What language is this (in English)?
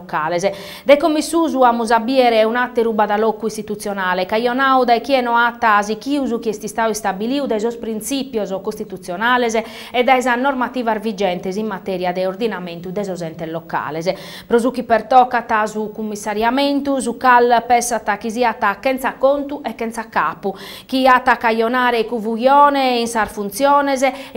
Sardinian